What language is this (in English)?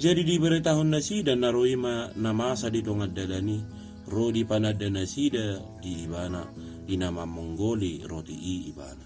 Batak Toba